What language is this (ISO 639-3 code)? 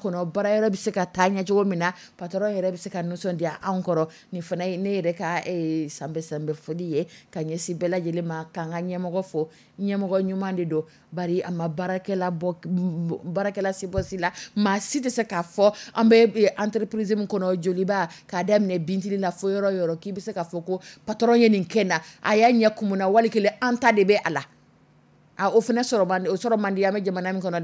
dyu